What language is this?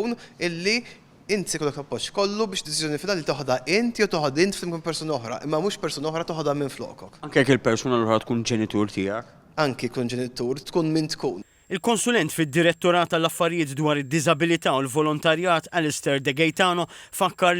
Maltese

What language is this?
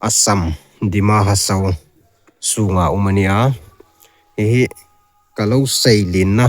Hmar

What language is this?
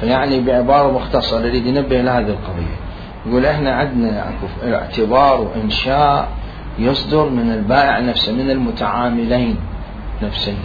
Mesopotamian Arabic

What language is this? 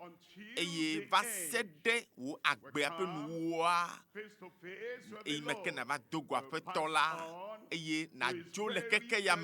Ewe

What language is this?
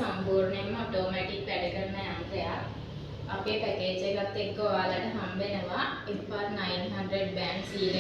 Sinhala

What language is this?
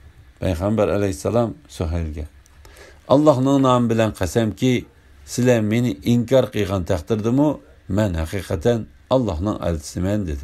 Uyghur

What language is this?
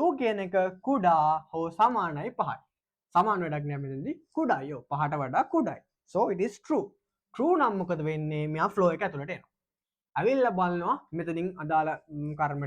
Sinhala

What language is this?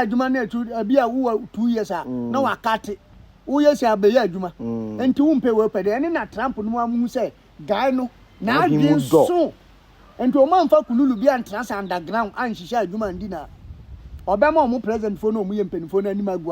Akan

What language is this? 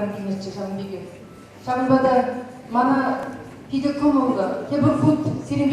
Chuvash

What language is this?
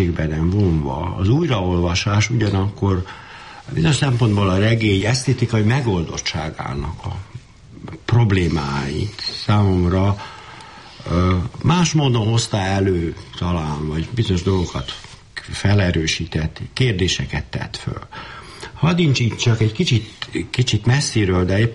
Hungarian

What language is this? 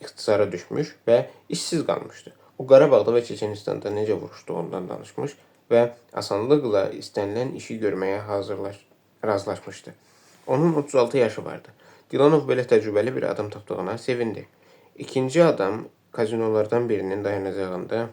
Azerbaijani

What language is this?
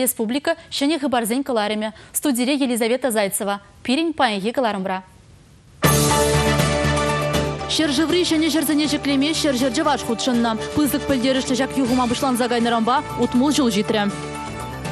Chuvash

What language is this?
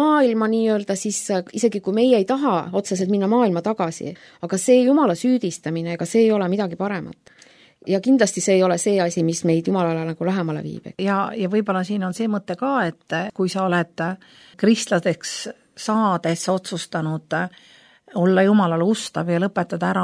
Estonian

